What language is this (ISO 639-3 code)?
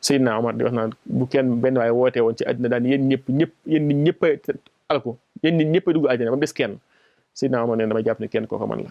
wol